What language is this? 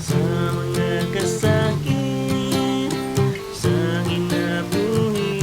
Cebuano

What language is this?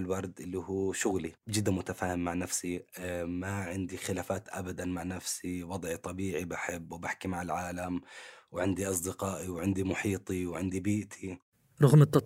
North Levantine Arabic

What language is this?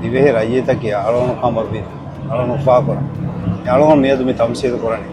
Divehi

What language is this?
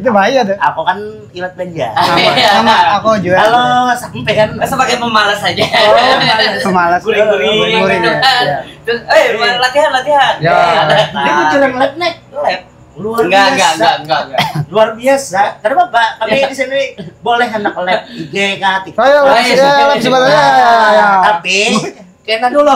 Banjar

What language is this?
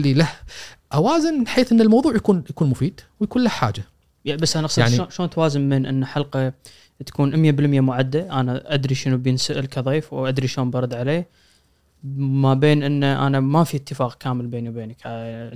Gulf Arabic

